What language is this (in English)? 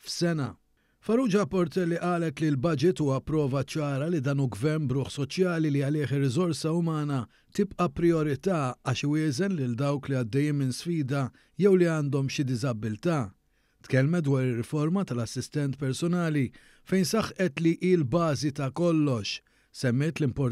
Maltese